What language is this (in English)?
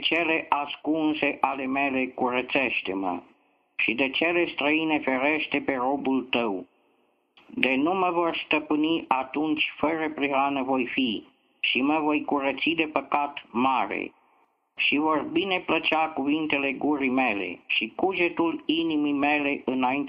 Romanian